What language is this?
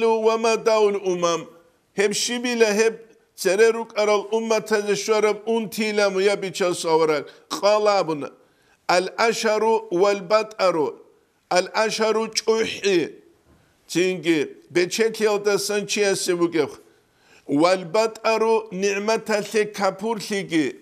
Avaric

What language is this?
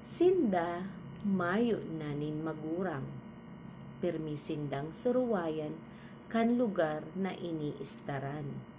Bikol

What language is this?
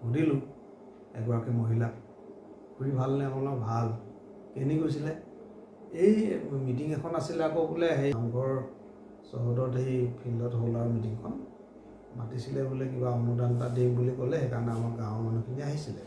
Assamese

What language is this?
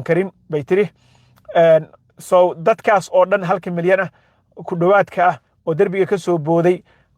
Somali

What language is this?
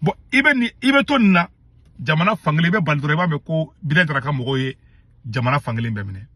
Bambara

